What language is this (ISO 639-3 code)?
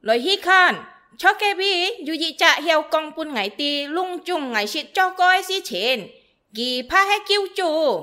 hak